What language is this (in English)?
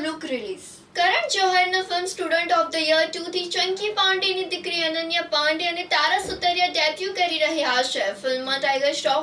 Gujarati